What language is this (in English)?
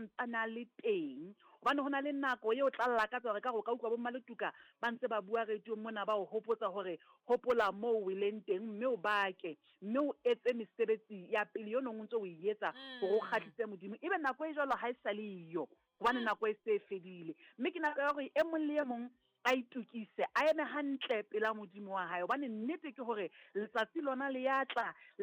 Southern Sotho